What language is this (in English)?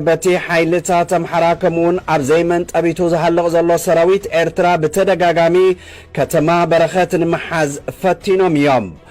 Tigrinya